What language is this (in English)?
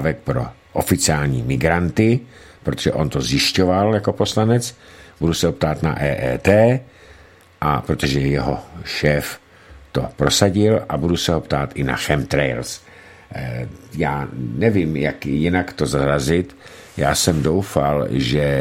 Czech